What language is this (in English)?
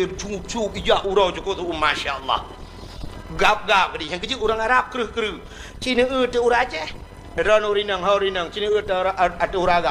Achinese